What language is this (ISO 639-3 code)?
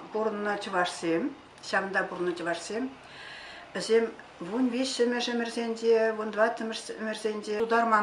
chv